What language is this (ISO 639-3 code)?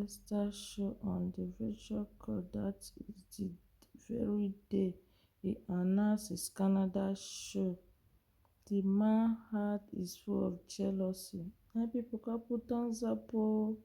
pcm